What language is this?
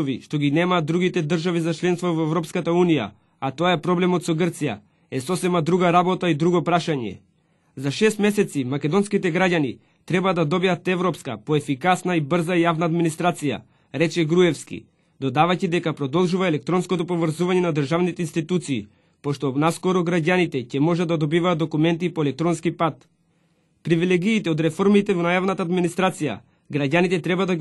Macedonian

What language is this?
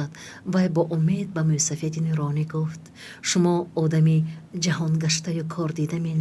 Tajik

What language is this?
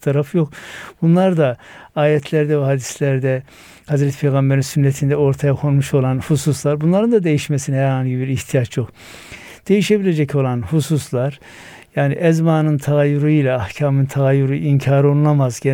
Turkish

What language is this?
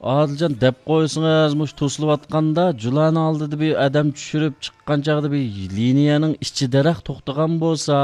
Uyghur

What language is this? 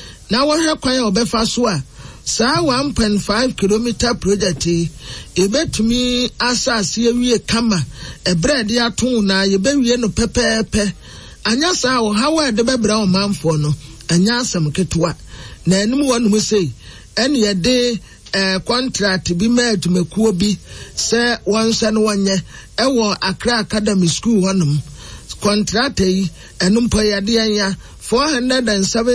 Akan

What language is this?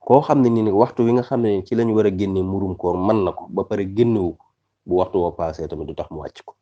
Wolof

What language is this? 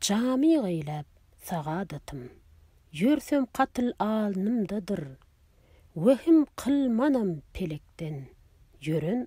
Turkmen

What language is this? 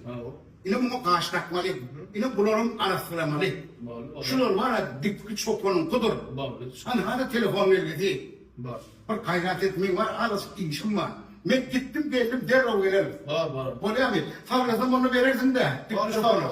Turkmen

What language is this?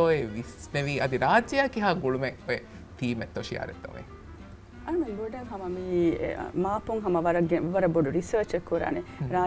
Divehi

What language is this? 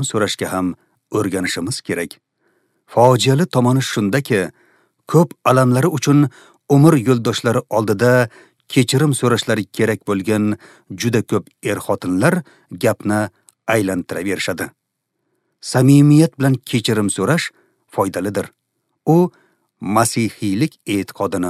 Uzbek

